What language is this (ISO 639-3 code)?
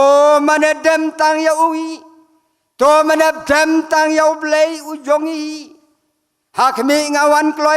kha